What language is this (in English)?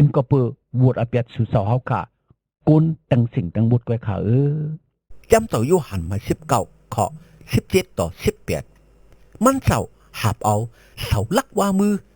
Shan